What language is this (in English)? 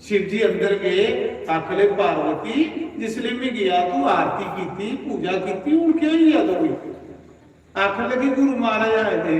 Dogri